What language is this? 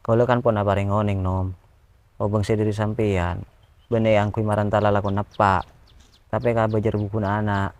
Madurese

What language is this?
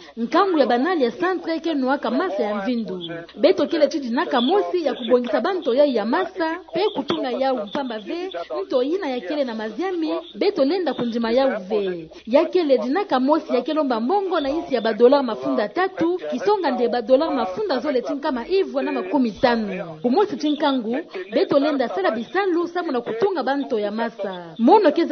Kituba (Democratic Republic of Congo)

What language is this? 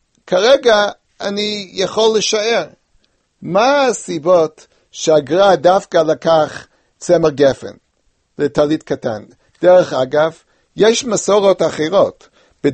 Hebrew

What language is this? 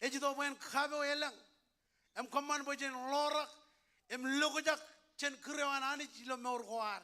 Marshallese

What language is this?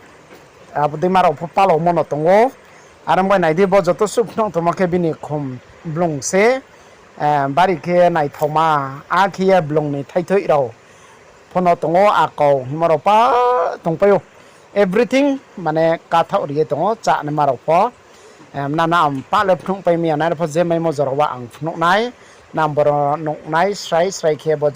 Riang (India)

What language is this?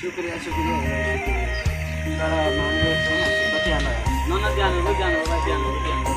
Rohingya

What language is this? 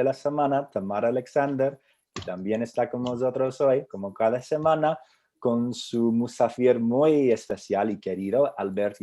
Ladino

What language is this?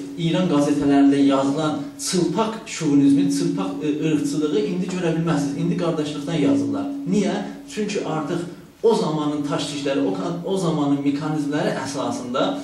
South Azerbaijani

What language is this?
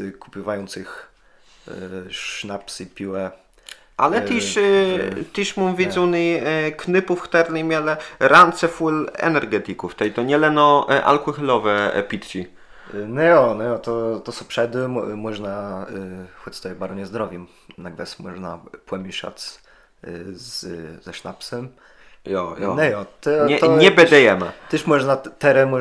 Kashubian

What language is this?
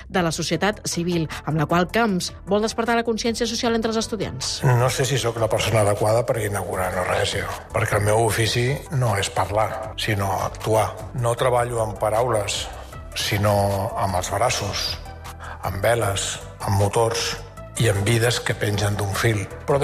Catalan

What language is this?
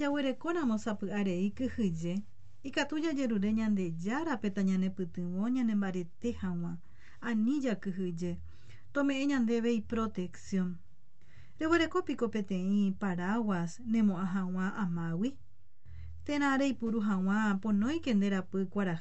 Guarani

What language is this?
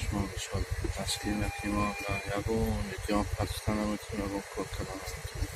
Tajik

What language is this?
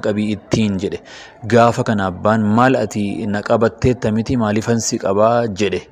Oromo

